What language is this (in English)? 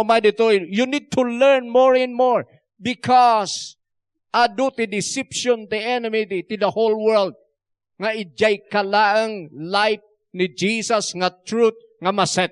Iloko